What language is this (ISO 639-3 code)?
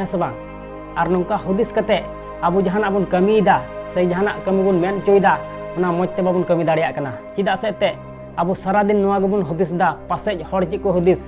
sat